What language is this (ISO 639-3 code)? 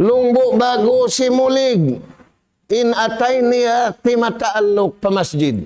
tsg